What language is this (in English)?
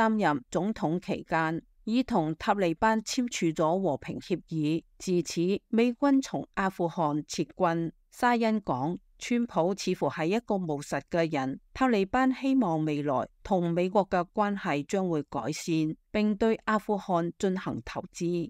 Cantonese